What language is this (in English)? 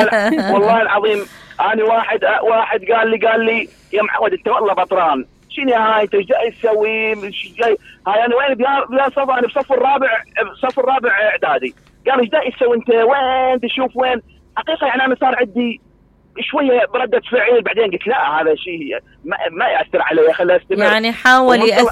Mesopotamian Arabic